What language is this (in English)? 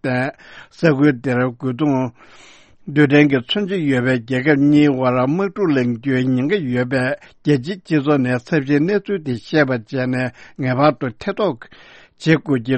Tibetan